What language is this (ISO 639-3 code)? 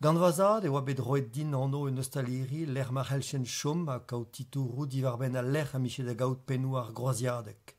bre